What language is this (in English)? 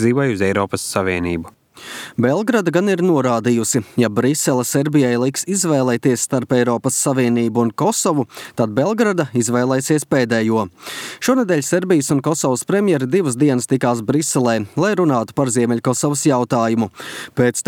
Latvian